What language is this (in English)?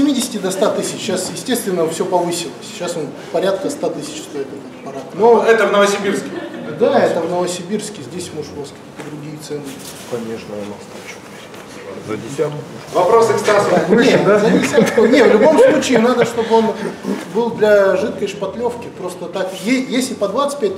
Russian